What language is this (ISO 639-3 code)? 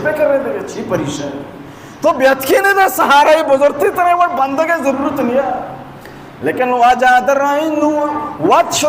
bal